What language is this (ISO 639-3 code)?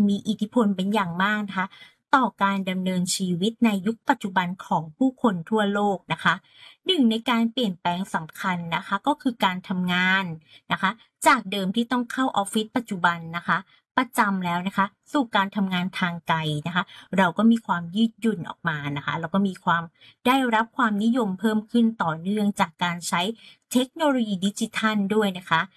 tha